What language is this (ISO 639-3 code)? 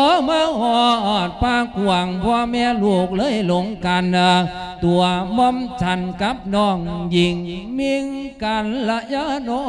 lao